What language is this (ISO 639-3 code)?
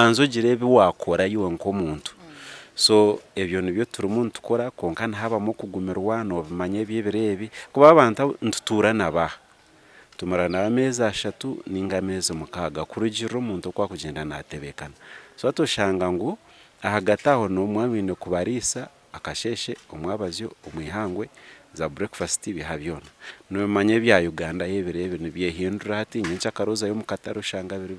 nyn